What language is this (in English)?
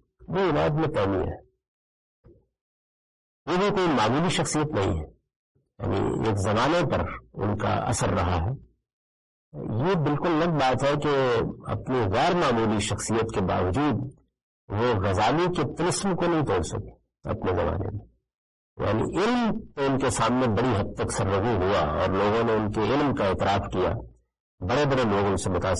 Urdu